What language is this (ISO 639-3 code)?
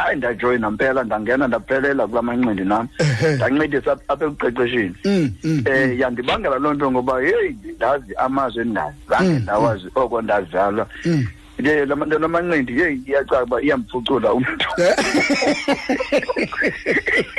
xho